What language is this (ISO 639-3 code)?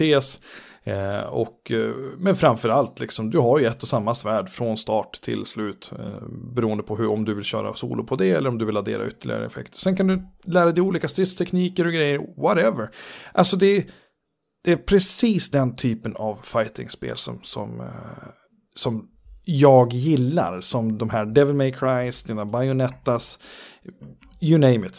swe